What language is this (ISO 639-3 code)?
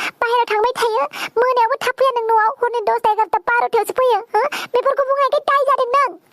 brx